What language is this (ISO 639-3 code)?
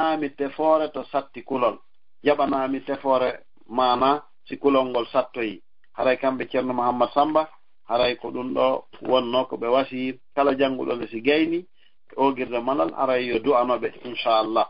ful